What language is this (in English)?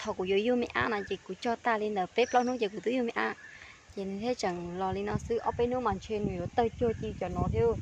Hmong